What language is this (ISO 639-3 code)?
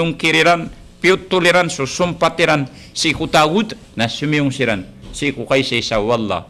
mrw